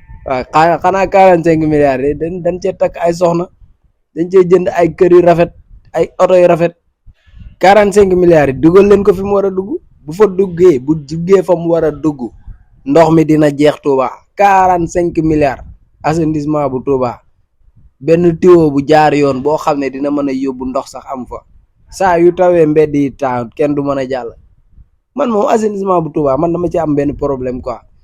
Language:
Wolof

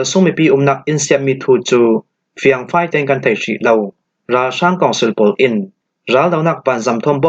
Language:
Falam Chin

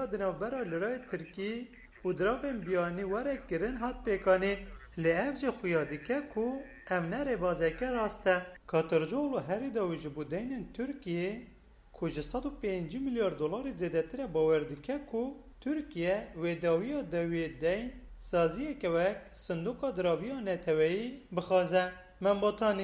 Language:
Kurdish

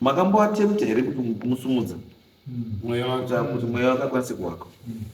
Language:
Shona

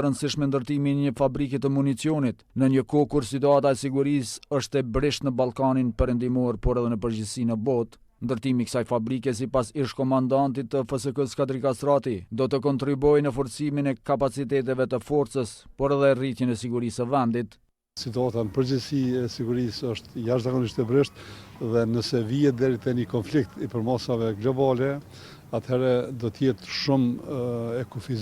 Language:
Albanian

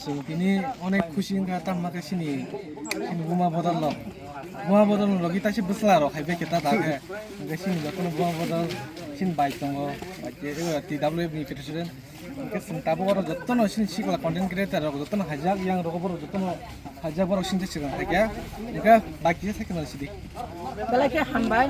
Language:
Kok Borok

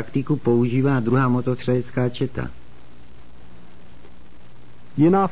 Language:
Czech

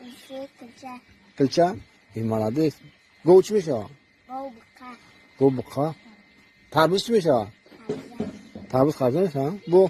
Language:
Tajik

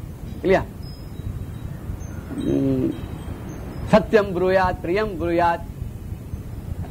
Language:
Tamil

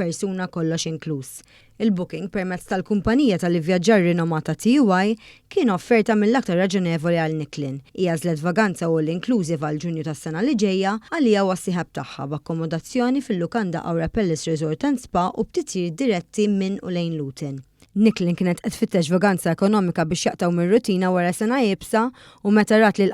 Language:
Maltese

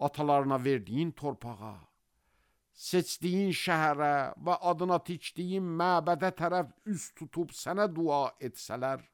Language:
Azerbaijani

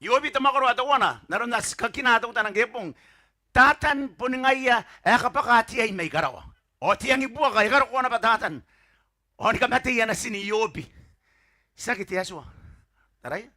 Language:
Gilbertese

